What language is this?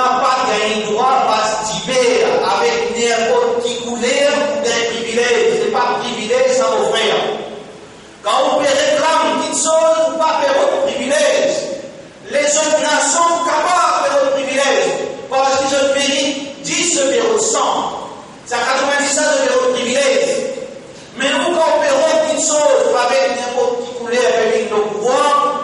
Morisyen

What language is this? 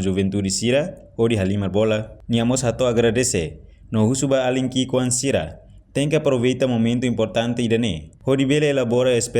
Tetum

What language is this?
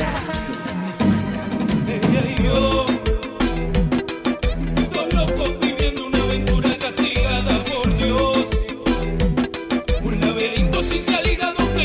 Spanish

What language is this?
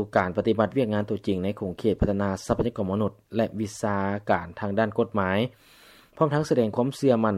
Lao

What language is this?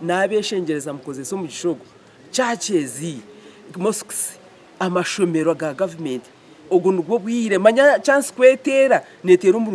Nyankole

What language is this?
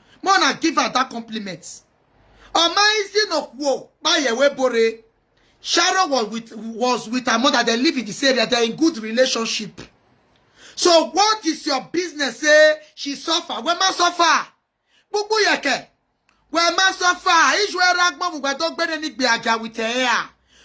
Nigerian Pidgin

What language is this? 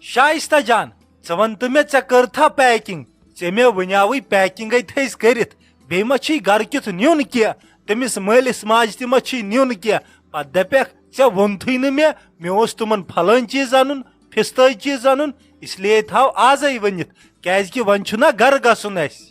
Kashmiri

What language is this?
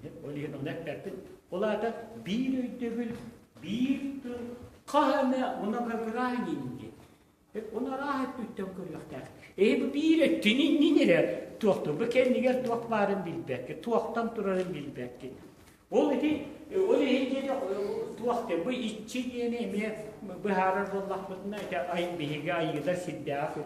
Yakut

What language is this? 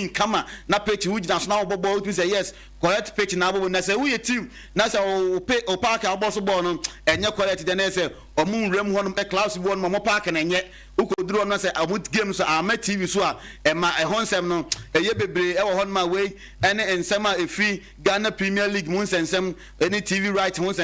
Akan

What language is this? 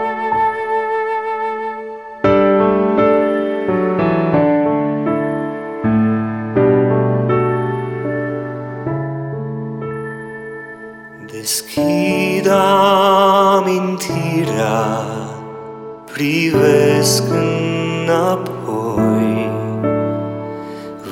Romanian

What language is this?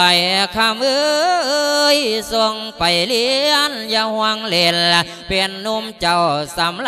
Lao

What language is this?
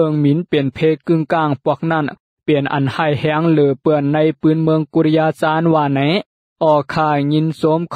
Shan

